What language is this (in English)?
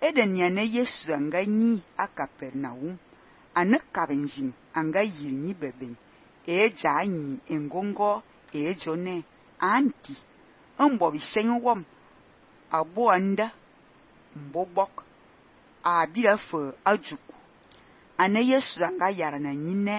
Fang